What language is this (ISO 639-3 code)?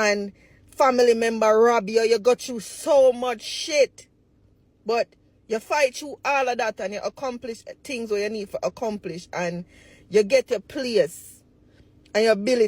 jam